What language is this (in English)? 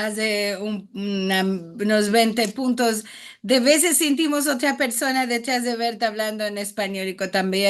Ladino